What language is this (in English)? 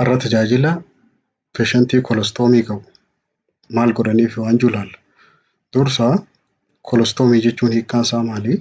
Oromo